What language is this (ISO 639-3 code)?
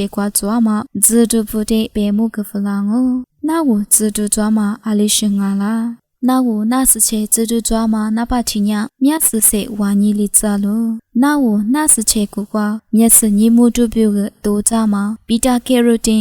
lis